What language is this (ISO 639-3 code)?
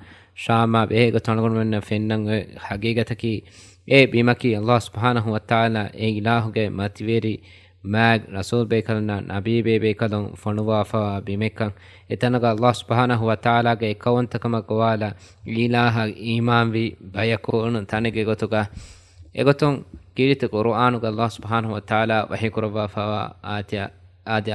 div